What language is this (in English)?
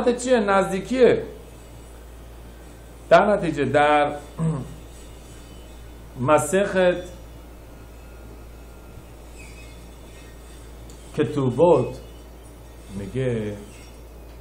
Persian